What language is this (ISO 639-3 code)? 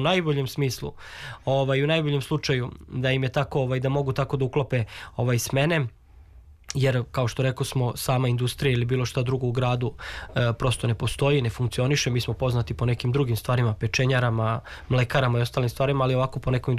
srp